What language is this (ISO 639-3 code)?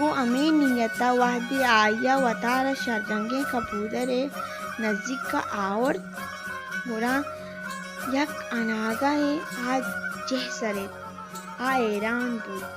bal